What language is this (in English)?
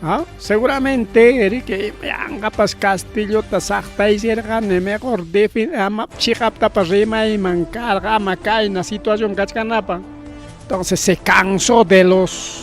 Ayacucho Quechua